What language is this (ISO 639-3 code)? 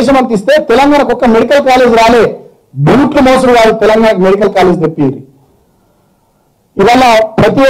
tel